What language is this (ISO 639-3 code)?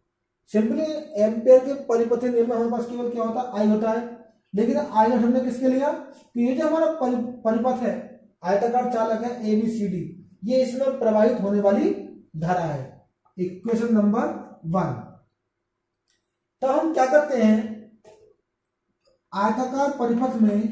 hin